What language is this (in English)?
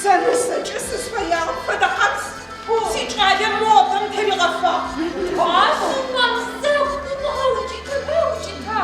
Adyghe